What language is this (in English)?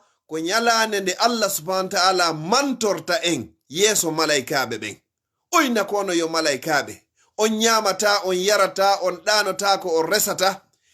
Fula